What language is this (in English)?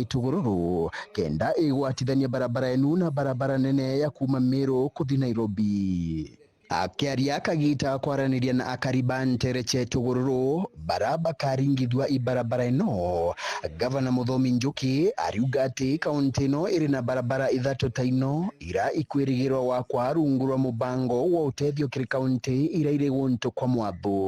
Meru